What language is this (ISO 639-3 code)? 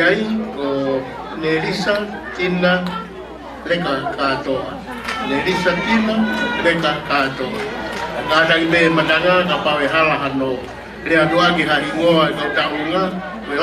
ton